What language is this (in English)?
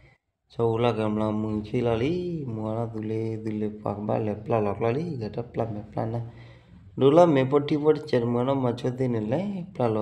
S'gaw Karen